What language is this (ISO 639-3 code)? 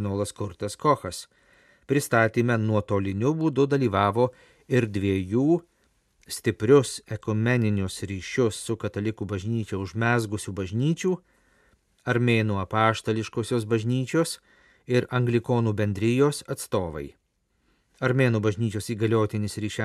lit